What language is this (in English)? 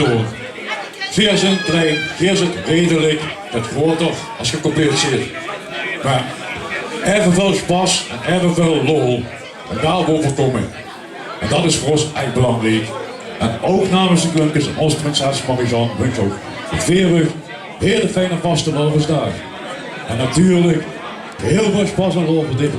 Limburgish